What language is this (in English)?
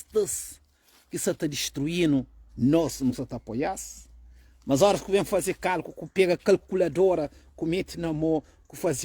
Kabuverdianu